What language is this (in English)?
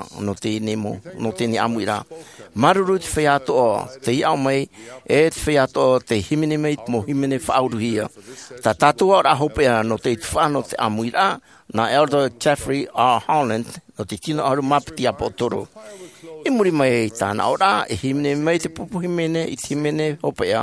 Tahitian